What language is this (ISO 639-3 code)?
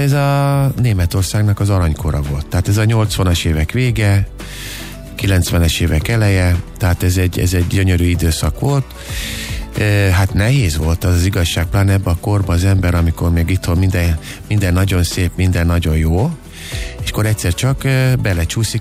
hun